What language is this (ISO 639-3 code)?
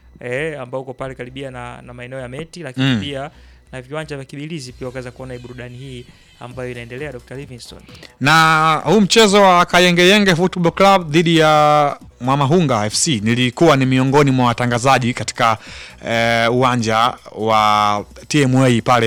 swa